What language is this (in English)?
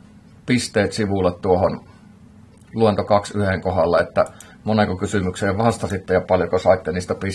Finnish